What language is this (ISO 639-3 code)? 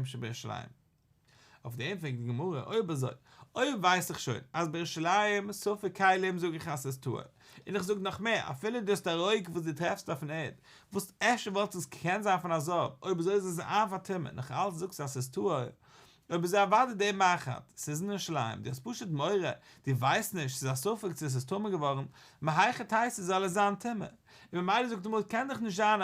yid